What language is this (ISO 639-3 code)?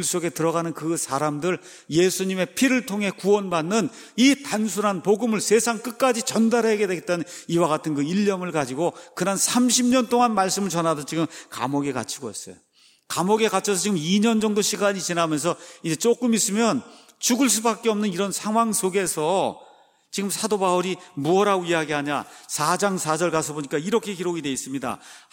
kor